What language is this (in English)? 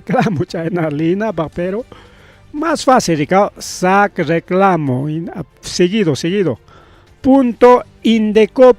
Ayacucho Quechua